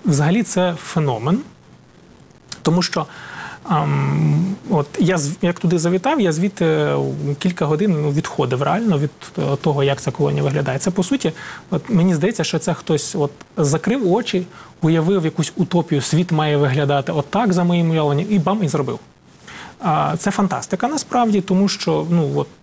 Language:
Ukrainian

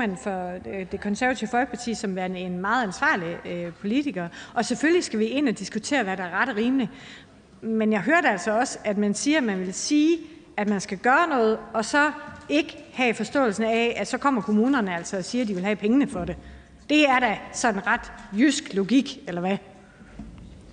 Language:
Danish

